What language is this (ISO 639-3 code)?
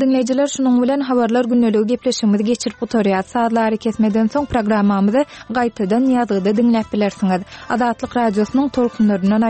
tuk